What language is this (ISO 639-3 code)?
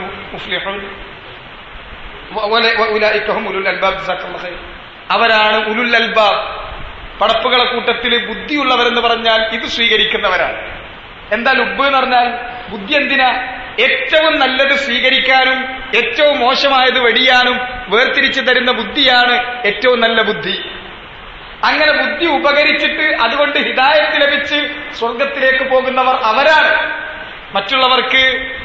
mal